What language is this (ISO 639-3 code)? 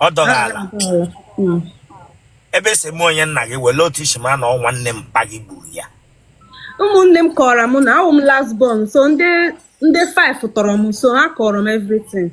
ibo